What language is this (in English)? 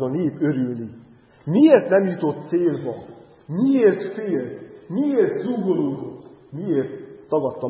Hungarian